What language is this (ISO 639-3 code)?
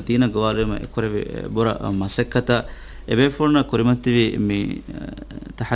div